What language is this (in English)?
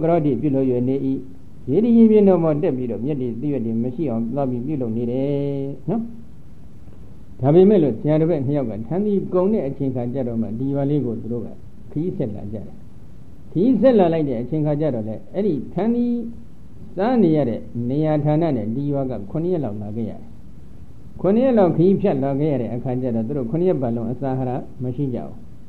Burmese